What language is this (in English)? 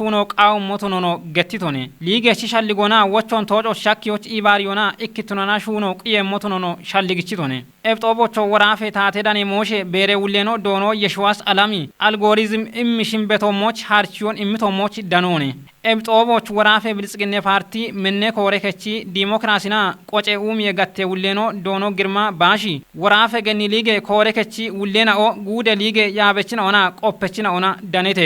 Kafa